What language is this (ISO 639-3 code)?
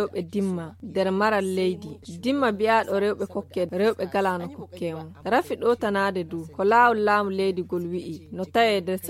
fuv